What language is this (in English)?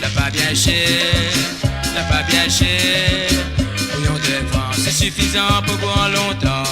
Morisyen